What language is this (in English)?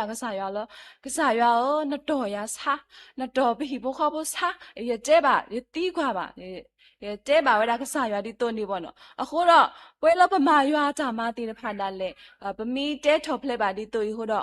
S'gaw Karen